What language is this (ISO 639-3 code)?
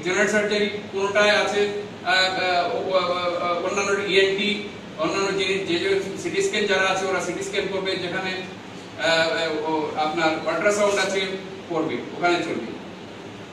ben